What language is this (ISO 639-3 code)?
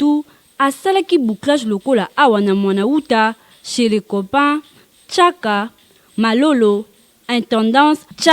lin